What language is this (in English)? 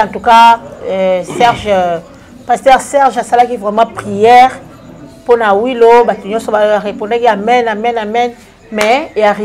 Lingala